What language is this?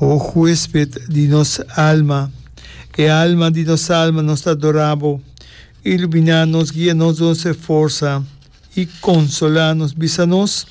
Papiamento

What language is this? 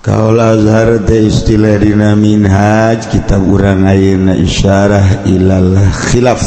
Sundanese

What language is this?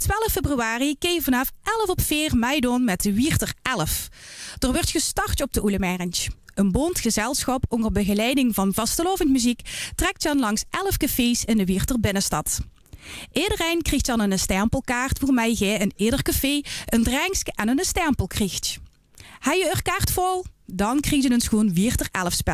Limburgish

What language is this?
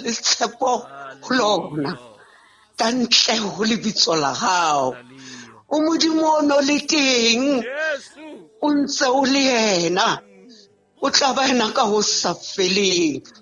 Southern Sotho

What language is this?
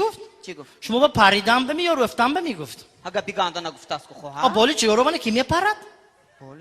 Tajik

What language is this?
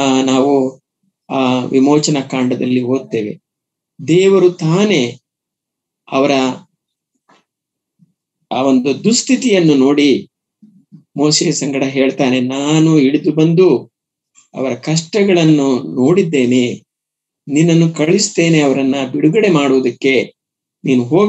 Kannada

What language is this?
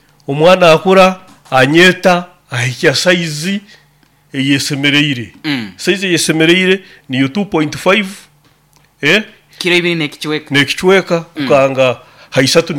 Nyoro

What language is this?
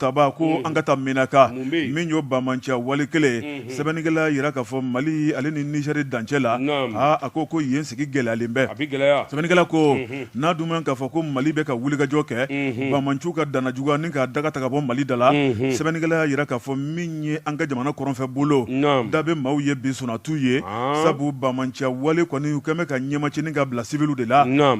Bambara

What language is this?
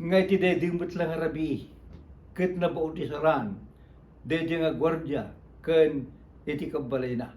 Iloko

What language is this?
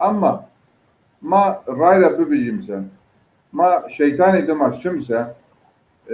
Zaza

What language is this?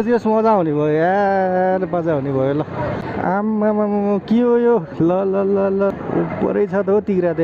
Nepali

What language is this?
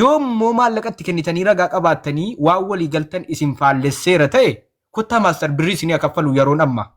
Oromo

